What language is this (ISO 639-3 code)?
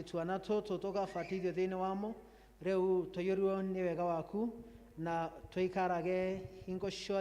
kik